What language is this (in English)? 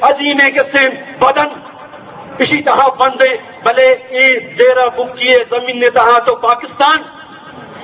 Eastern Balochi